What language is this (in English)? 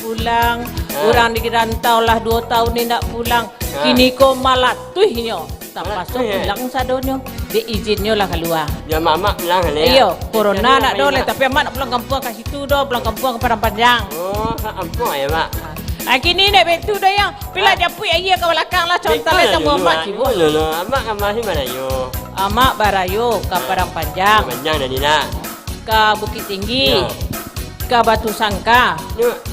Minangkabau